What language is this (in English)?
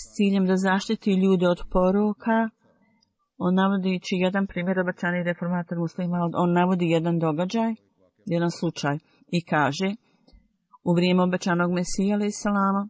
Bosnian